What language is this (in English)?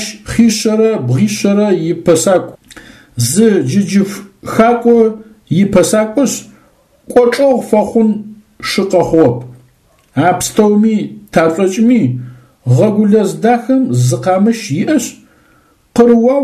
Adyghe